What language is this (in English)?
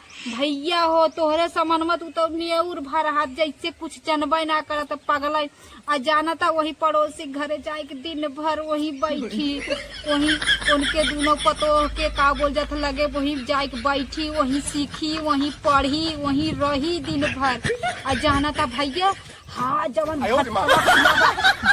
Awadhi